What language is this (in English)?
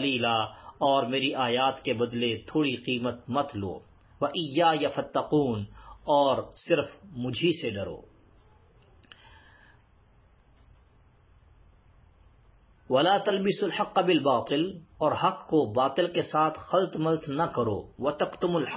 Urdu